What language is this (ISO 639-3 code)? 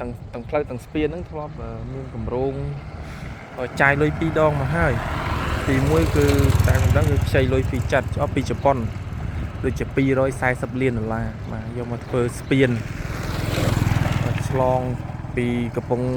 khm